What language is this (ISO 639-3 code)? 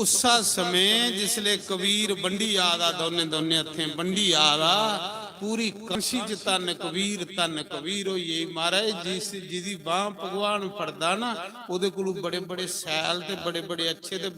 doi